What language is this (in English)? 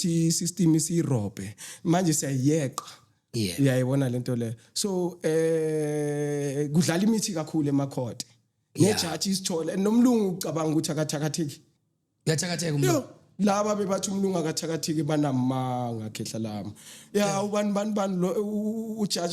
Zulu